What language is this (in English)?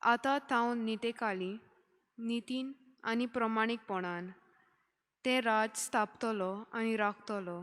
Konkani